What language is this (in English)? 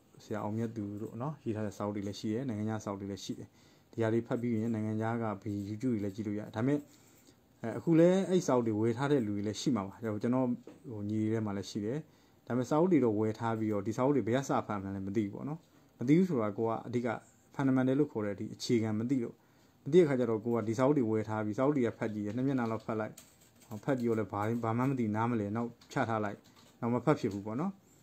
Burmese